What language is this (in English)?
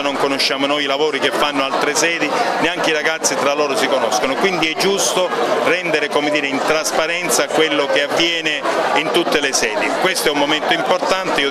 Italian